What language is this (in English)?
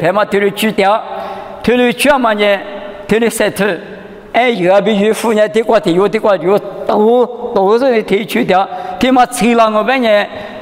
Lisu